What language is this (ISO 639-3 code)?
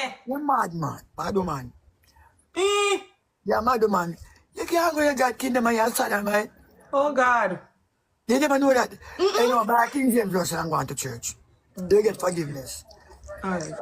jam